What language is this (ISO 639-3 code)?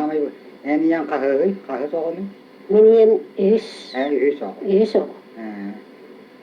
sah